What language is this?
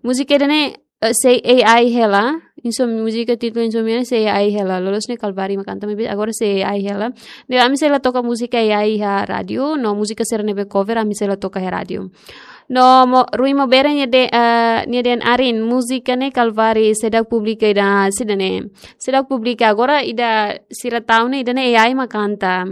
Tetum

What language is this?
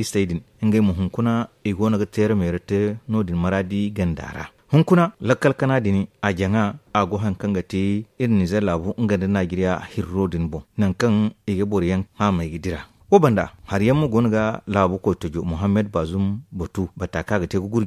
Zarma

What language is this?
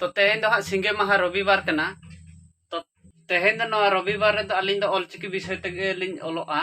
Santali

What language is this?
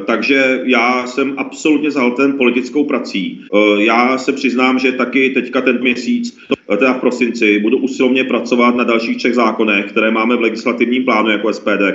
Czech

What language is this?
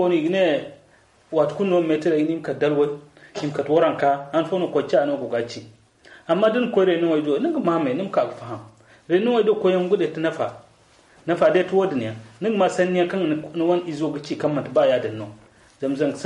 Zarma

